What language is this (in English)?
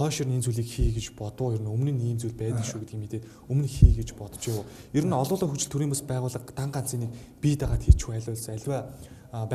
Mongolian